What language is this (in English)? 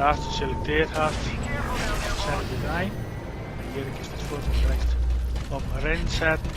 Western Frisian